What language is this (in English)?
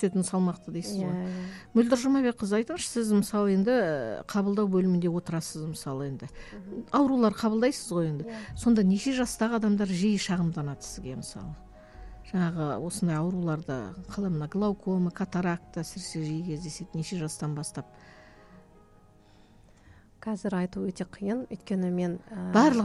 Kazakh